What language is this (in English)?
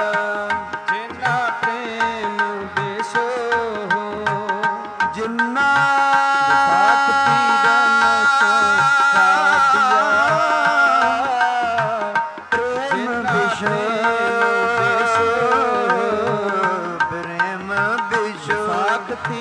Punjabi